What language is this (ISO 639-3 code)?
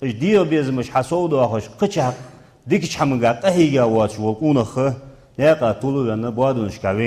inh